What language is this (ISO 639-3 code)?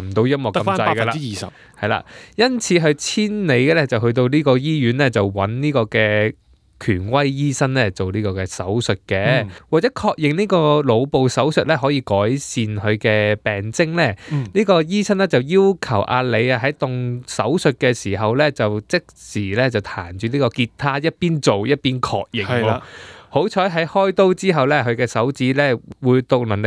yue